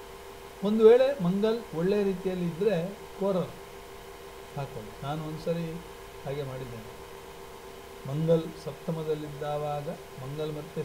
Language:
Kannada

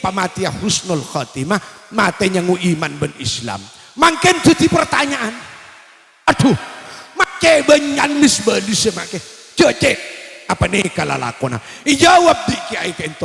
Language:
Madurese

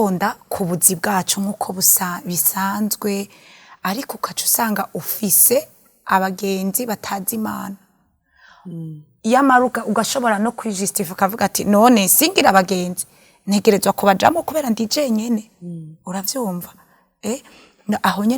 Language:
Rundi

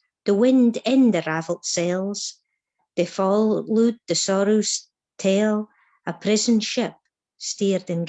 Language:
Scots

